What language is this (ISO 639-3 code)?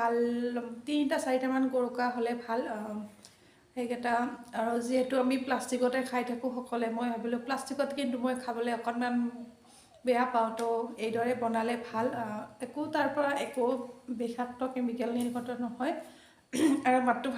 asm